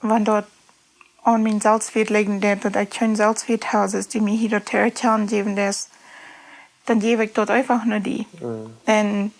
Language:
Plautdietsch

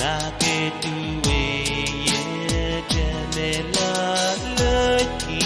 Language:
Pohnpeian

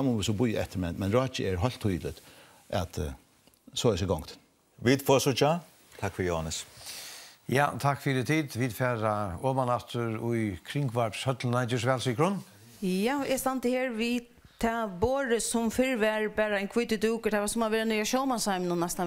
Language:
Faroese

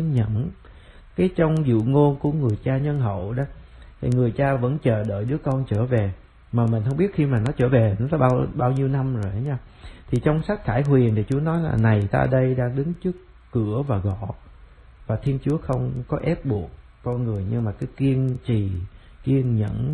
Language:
Vietnamese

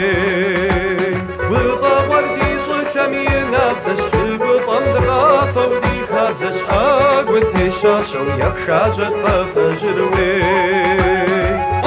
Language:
Kabardian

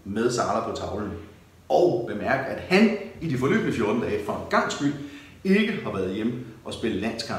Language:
Danish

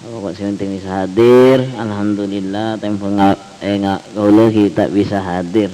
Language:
Madurese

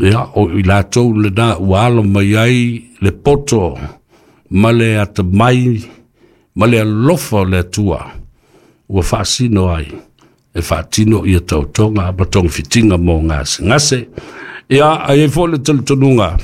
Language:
Samoan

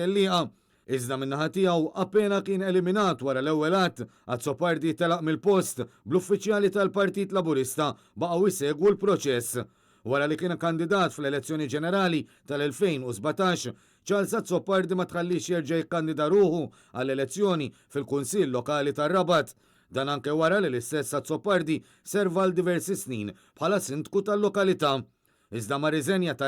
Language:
Maltese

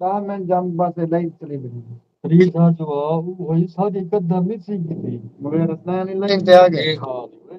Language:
Saraiki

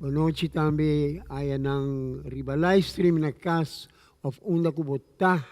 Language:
Papiamento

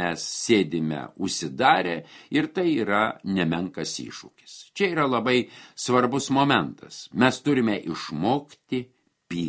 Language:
Lithuanian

